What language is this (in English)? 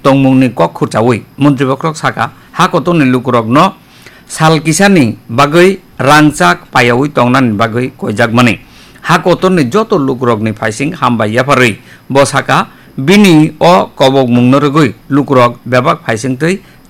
Kok Borok